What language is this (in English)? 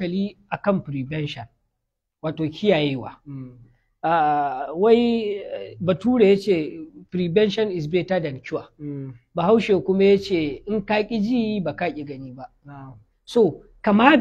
Hausa